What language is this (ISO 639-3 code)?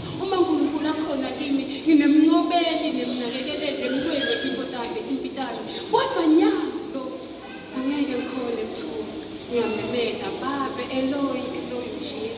ssw